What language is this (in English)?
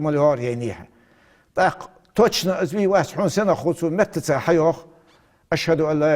Ingush